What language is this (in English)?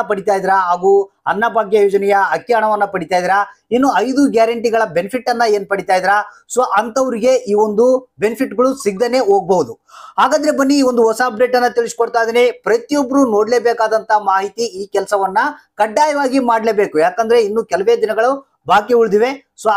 Kannada